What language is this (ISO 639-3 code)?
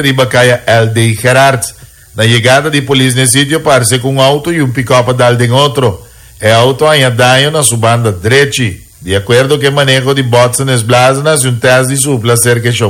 pap